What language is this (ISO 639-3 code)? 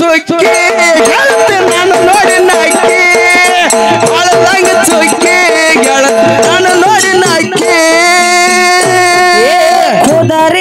kan